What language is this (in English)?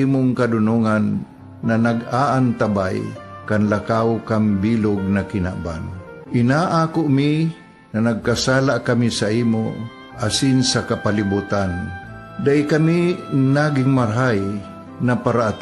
Bikol